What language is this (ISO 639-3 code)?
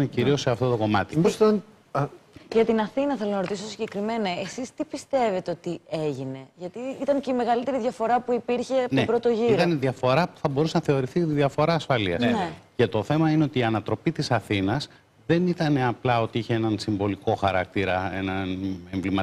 ell